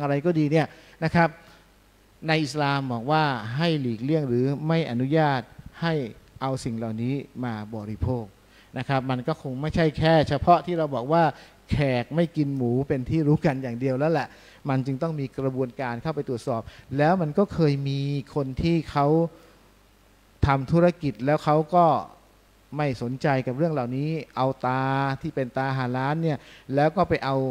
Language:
Thai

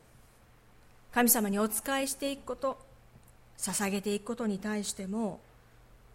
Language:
Japanese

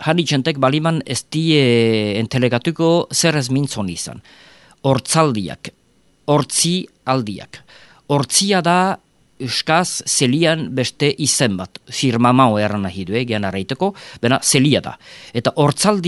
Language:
Basque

